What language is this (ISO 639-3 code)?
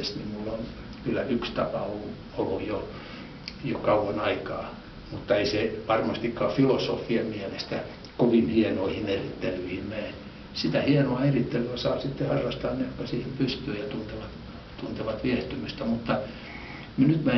fin